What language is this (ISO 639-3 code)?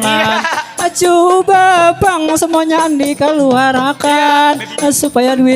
bjn